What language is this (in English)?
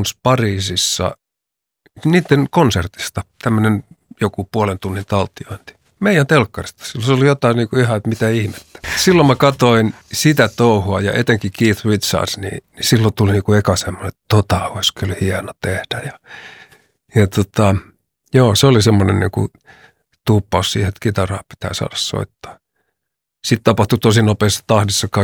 Finnish